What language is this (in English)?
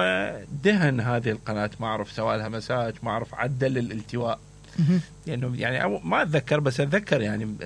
Mesopotamian Arabic